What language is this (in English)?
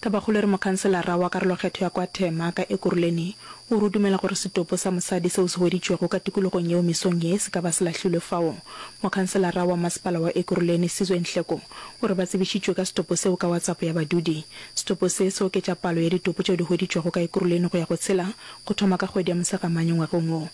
Northern Sotho